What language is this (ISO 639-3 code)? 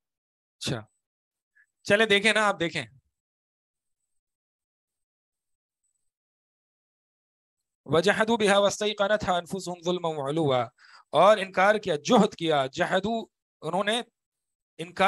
urd